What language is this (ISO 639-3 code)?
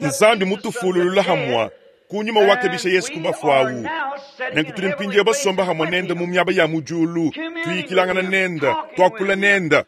lua